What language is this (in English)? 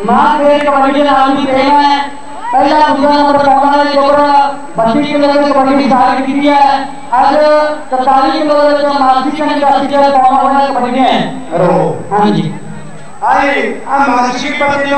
Punjabi